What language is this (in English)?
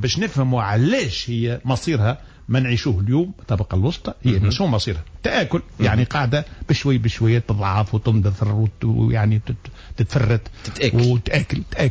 Tunisian Arabic